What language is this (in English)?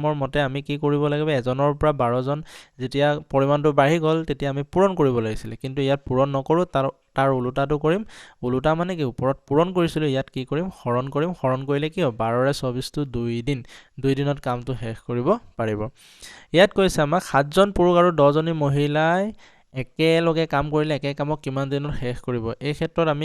Assamese